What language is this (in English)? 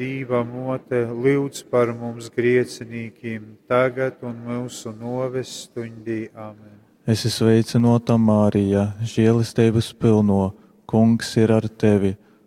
Latgalian